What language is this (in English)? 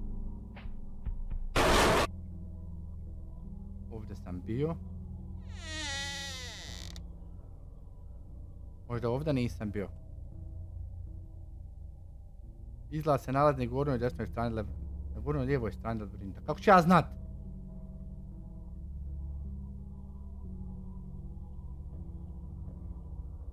Croatian